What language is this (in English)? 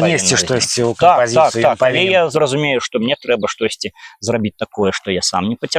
Belarusian